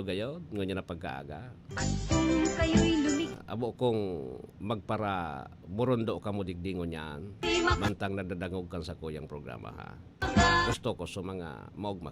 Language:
Bikol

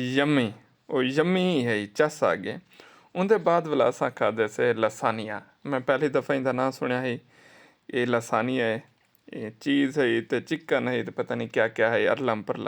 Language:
Saraiki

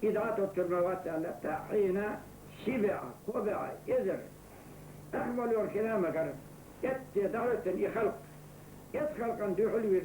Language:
Chechen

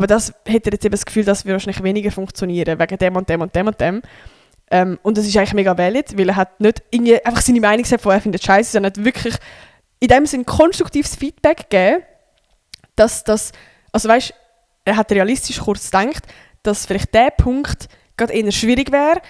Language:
Swiss German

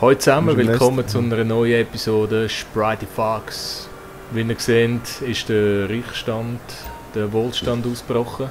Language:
Swiss German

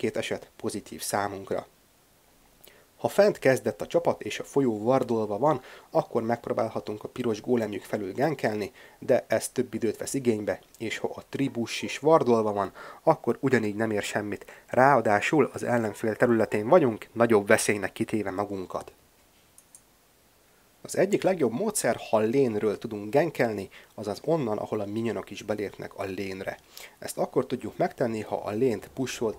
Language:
Hungarian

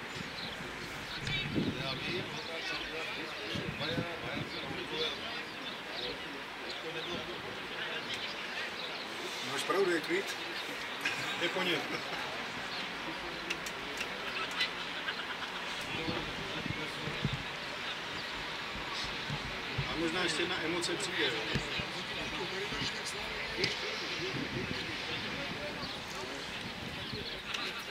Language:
Czech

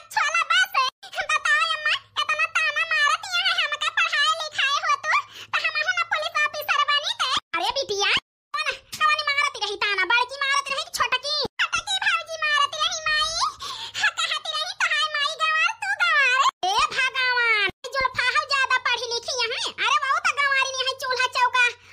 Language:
Awadhi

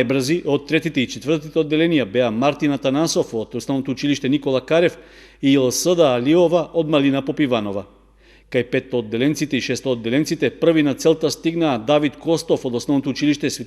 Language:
Macedonian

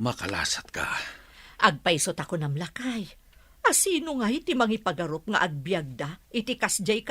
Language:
Iloko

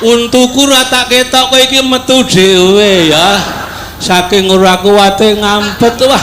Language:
Javanese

